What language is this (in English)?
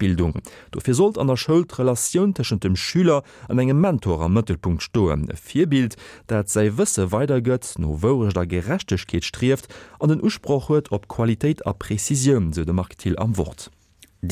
Luxembourgish